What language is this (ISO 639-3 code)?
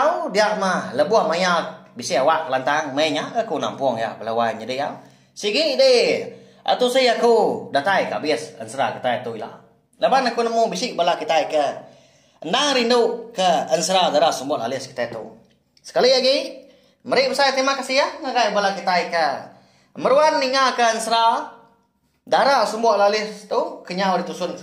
iba